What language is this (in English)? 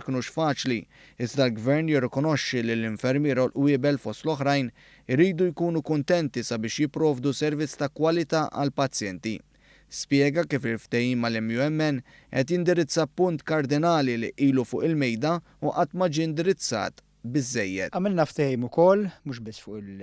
Maltese